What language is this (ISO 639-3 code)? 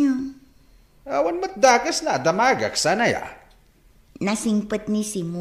ilo